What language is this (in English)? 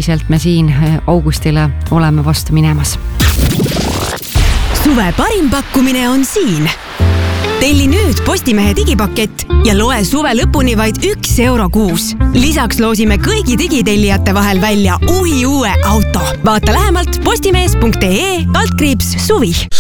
Estonian